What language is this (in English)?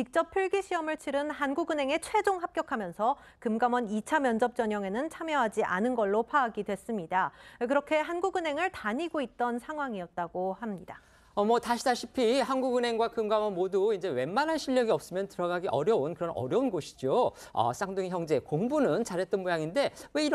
Korean